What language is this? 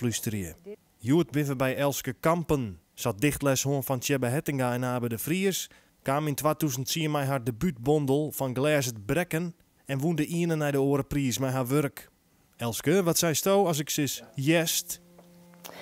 Western Frisian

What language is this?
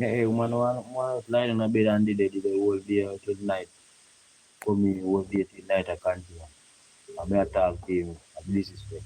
Jamaican Creole English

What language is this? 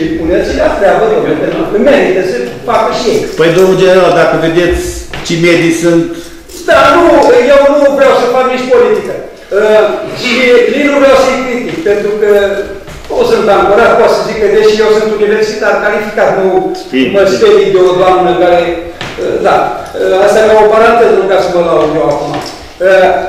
Romanian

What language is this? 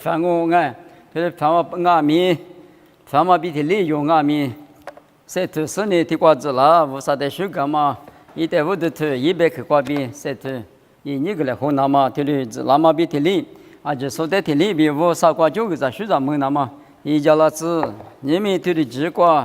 Lisu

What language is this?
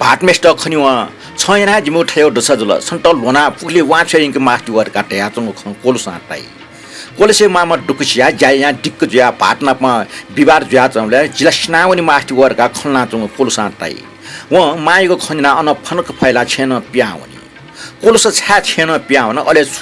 Newari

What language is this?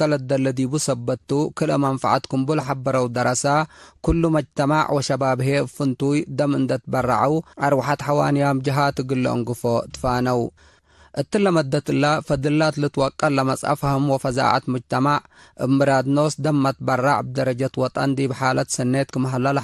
Tigre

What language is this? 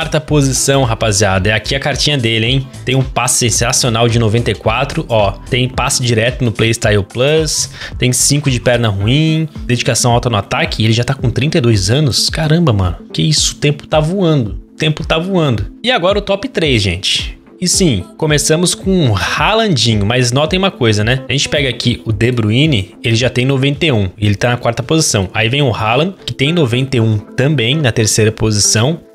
Portuguese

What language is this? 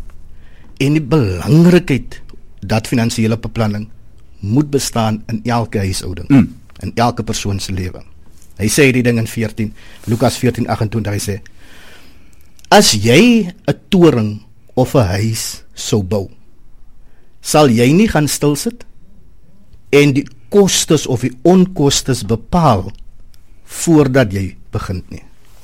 Afrikaans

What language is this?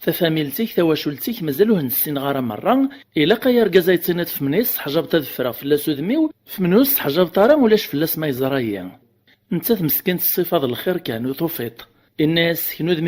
Kabyle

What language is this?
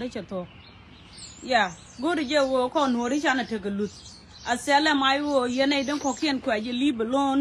Nuer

